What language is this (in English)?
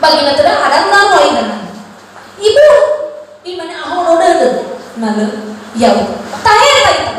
Nias